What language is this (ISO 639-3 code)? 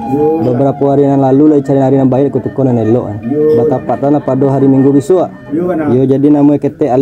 min